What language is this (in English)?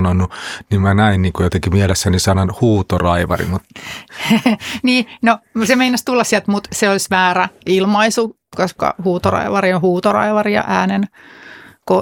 Finnish